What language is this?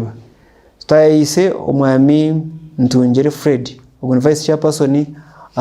Nyankole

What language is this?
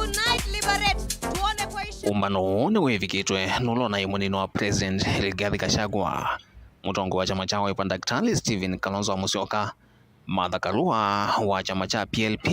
Kamba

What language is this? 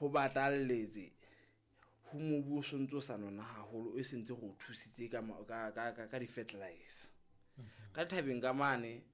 Southern Sotho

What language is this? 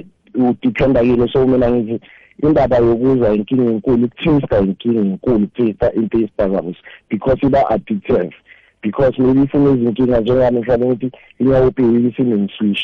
South Ndebele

